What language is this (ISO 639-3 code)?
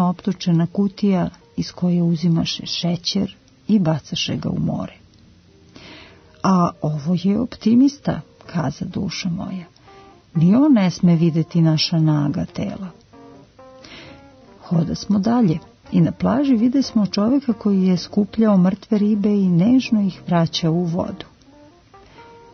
srp